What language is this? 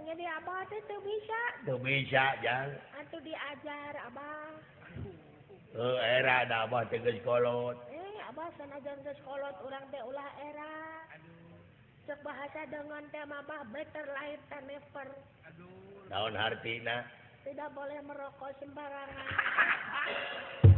Sundanese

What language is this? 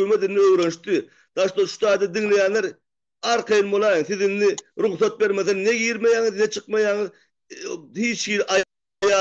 Turkmen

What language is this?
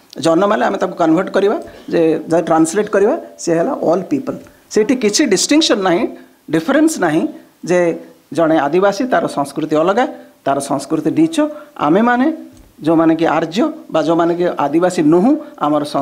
Odia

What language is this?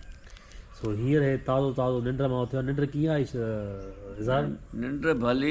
Sindhi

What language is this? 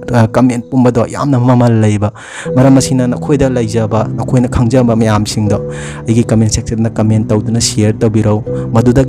Manipuri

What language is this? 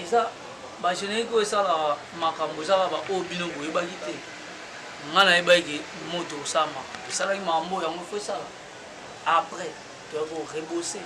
Lingala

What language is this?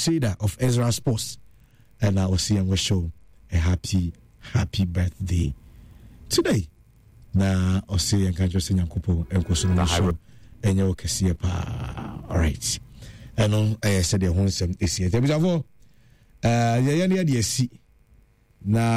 Akan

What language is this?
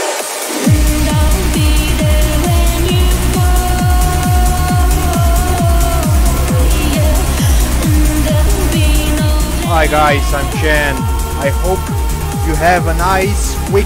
English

